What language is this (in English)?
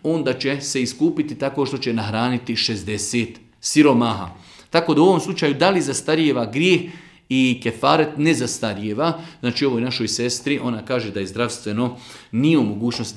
Bosnian